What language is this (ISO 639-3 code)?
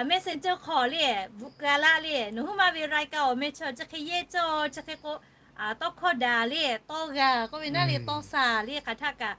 lhu